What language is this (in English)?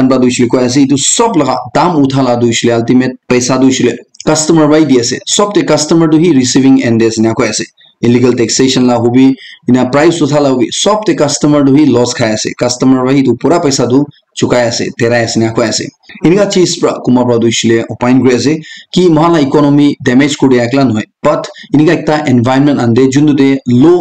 Naga Pidgin